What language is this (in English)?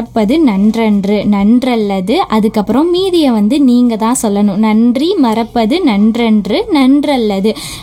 Tamil